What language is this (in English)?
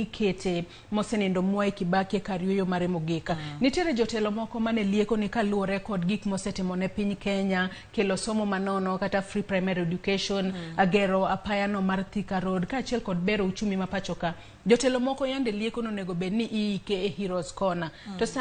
Luo (Kenya and Tanzania)